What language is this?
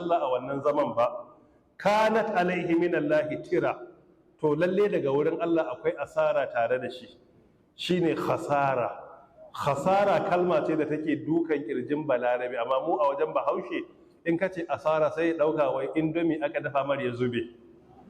Hausa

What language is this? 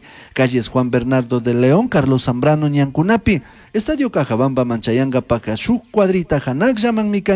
Chimborazo Highland Quichua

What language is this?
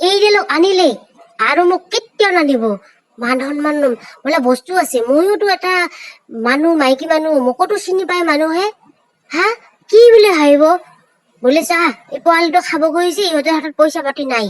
Assamese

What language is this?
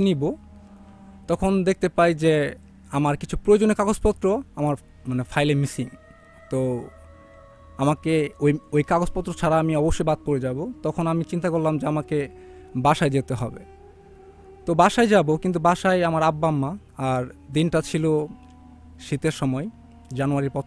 Bangla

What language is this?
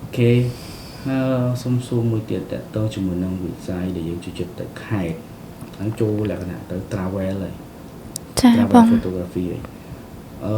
Khmer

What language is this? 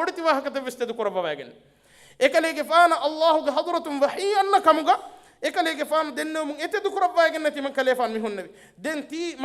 Divehi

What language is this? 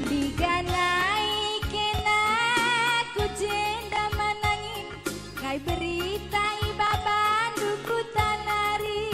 Batak Karo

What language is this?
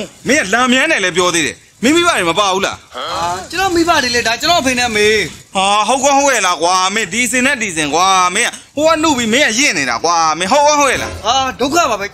Burmese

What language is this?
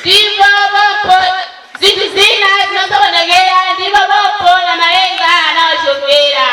Nyanja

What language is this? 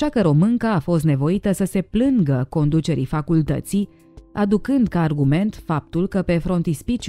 Romanian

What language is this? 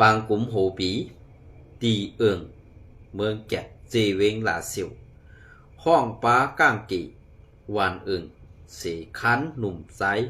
Shan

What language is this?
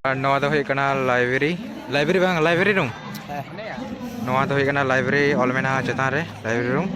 Santali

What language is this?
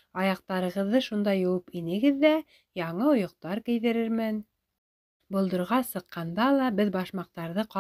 Bashkir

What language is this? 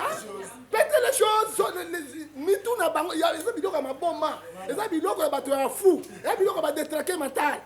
Lingala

